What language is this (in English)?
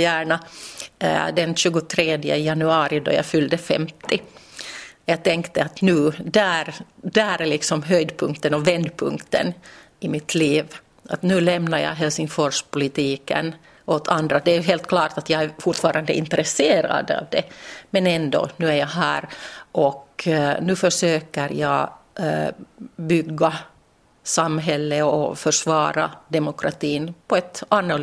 Swedish